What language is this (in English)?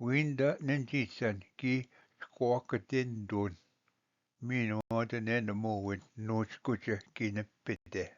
Ojibwa